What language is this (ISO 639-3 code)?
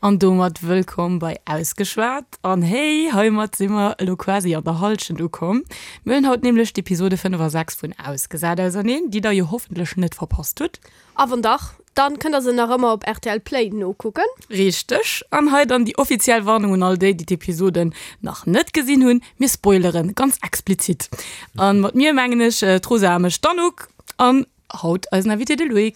ltz